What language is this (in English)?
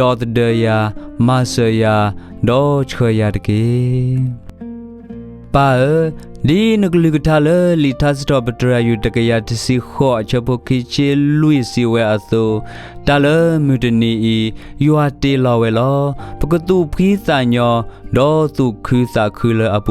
S'gaw Karen